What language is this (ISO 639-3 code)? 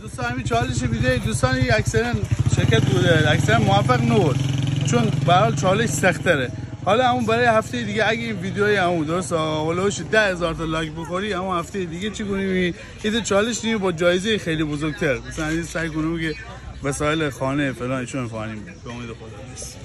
glk